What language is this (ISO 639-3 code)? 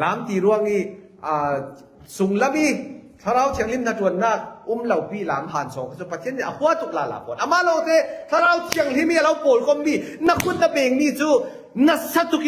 cfm